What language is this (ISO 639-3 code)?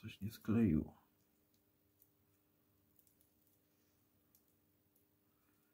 pol